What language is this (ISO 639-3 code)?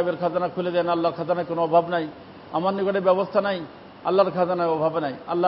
ben